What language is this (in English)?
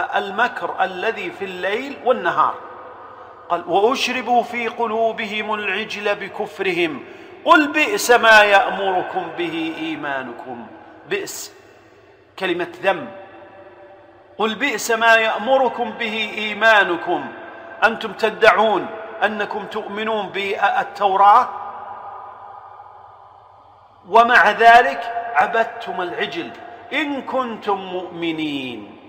Arabic